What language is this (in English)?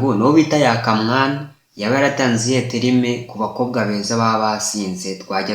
Kinyarwanda